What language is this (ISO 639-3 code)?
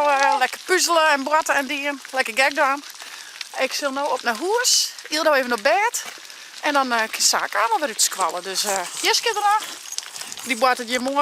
fry